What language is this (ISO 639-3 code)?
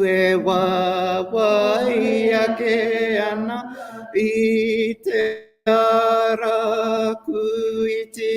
mri